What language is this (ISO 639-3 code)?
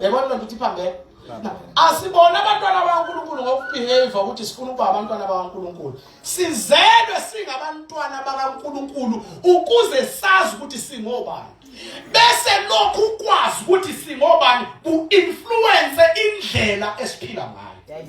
zul